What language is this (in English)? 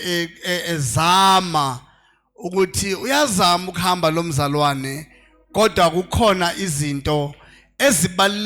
Zulu